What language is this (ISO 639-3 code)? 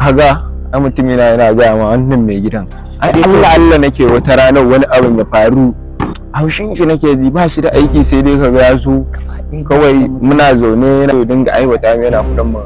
hau